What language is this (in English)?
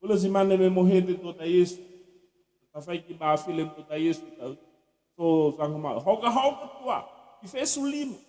Nias